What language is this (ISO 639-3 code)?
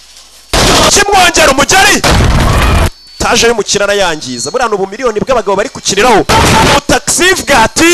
kin